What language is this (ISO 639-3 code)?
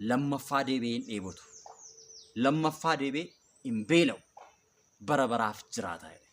orm